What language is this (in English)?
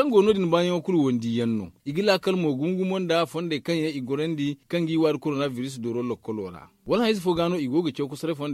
Zarma